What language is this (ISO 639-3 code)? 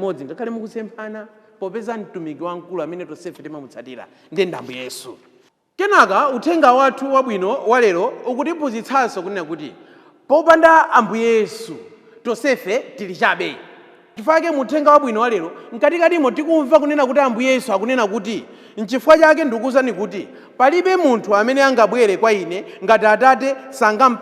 nya